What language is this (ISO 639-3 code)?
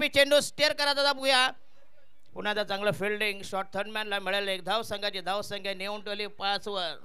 mar